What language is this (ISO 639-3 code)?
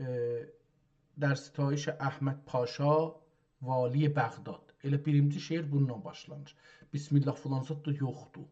azb